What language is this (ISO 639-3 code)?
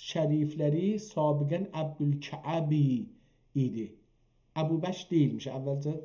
azb